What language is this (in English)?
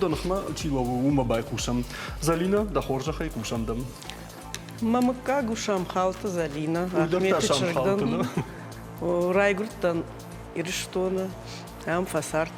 Ossetic